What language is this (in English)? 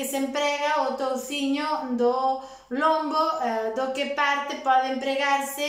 Galician